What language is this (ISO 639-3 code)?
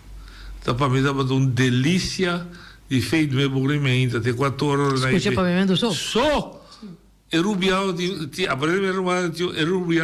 pap